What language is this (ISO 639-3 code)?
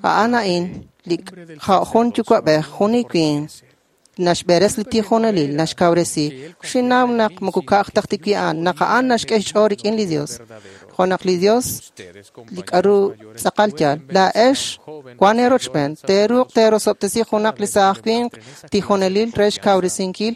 kek